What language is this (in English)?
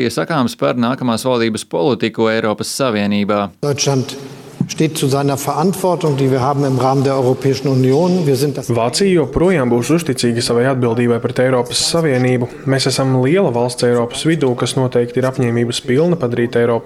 Latvian